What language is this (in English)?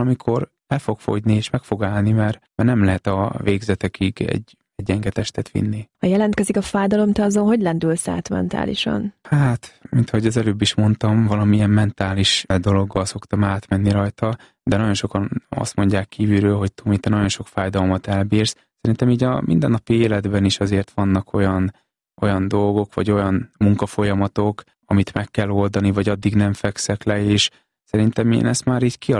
Hungarian